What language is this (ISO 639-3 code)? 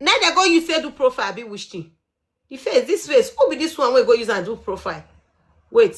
pcm